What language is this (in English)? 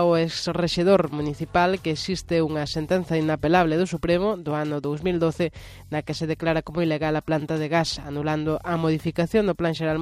Galician